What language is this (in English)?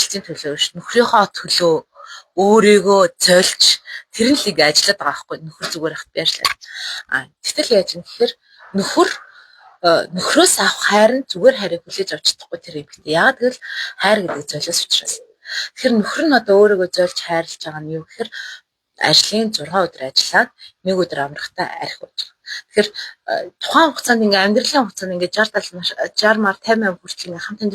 Mongolian